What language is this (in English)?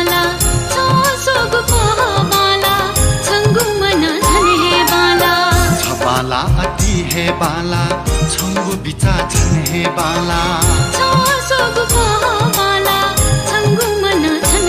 Newari